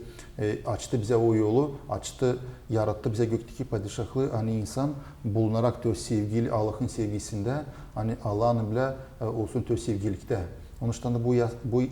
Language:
Gagauz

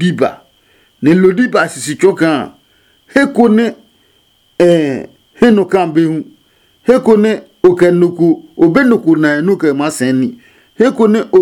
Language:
Adangme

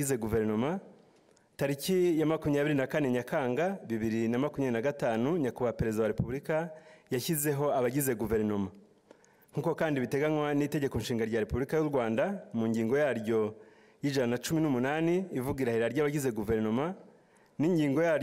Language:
Kinyarwanda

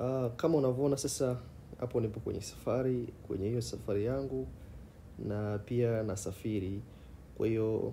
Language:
Swahili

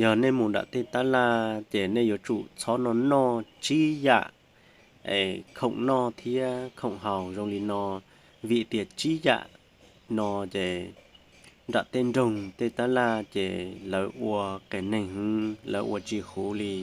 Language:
Hmong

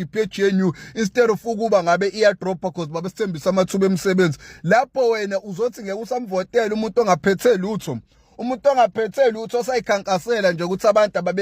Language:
Zulu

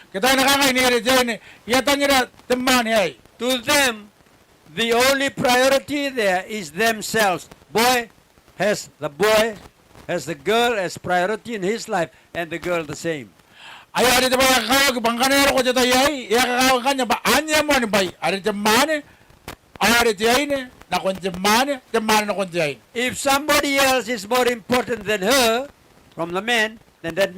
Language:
Gilbertese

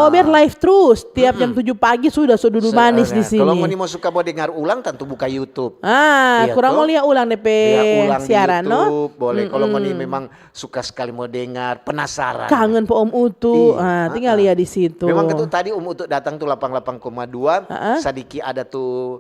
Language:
Manado Malay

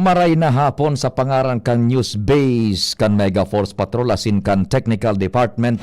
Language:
Bikol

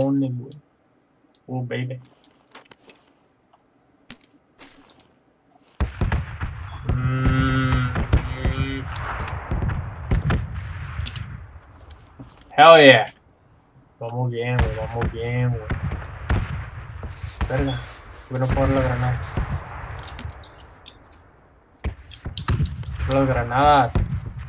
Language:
Spanish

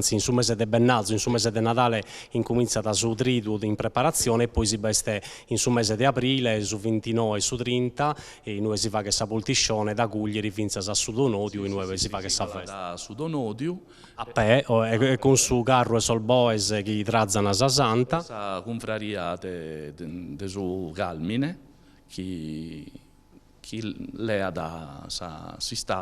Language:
Sardinian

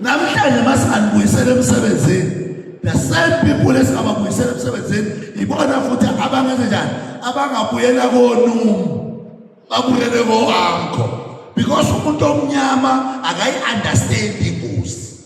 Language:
Zulu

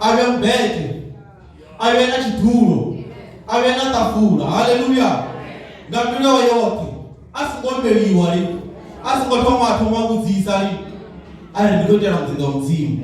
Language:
Venda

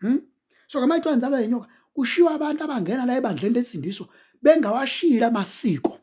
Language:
Zulu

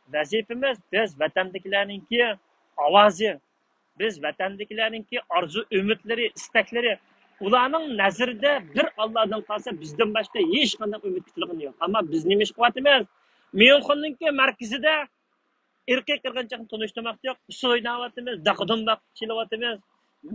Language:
Uyghur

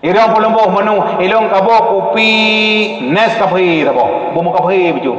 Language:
Achinese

